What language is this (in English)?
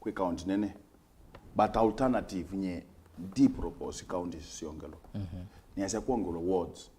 Kamba